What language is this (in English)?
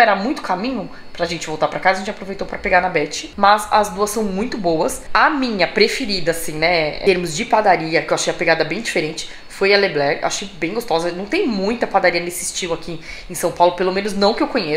Portuguese